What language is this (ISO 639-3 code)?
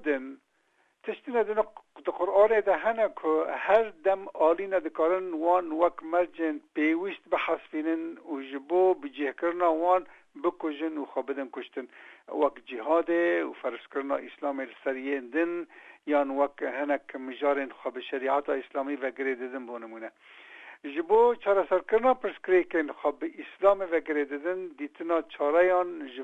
kur